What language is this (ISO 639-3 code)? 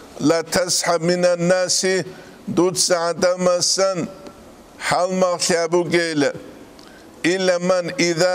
ava